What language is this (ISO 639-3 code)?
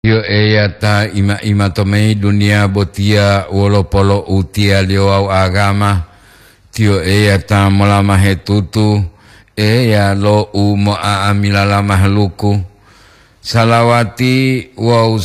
gor